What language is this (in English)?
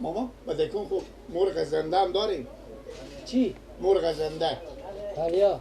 Persian